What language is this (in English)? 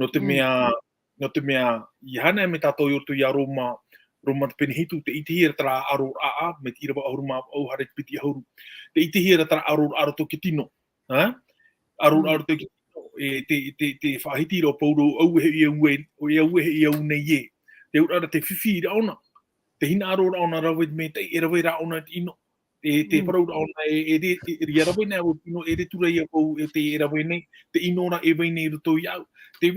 Tahitian